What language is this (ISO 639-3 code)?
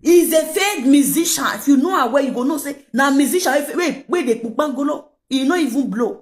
pcm